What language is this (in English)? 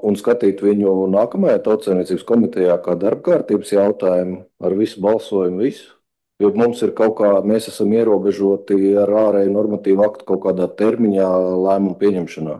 Latvian